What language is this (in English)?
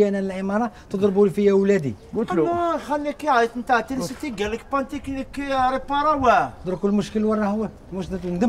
Algerian Arabic